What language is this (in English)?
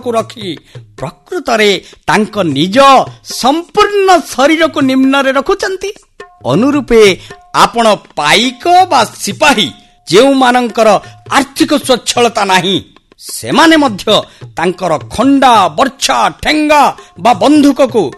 Odia